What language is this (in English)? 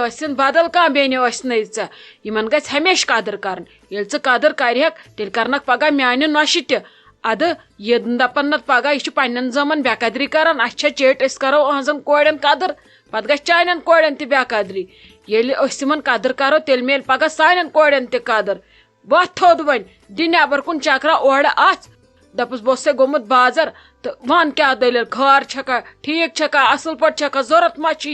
Kashmiri